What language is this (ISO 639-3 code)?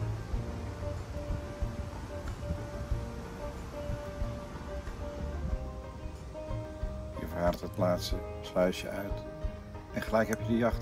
nld